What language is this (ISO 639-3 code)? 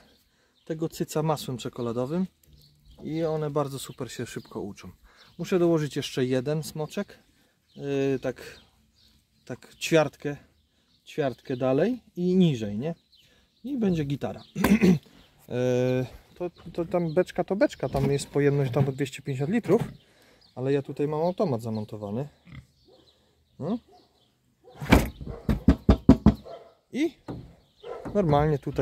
pol